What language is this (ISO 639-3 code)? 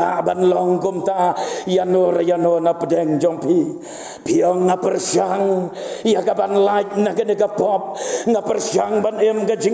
kha